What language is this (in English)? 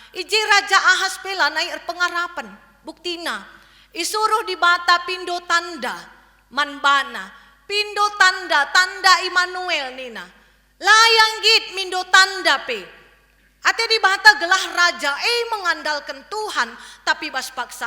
Batak Karo